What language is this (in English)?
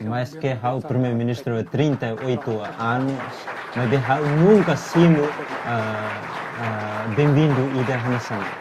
Tetum